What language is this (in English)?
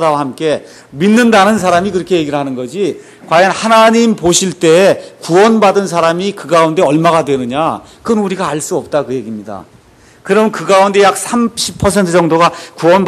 Korean